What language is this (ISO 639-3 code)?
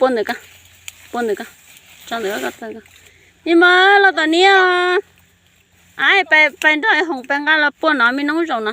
hmn